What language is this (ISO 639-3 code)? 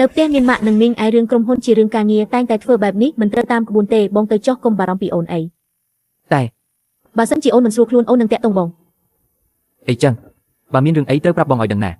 khm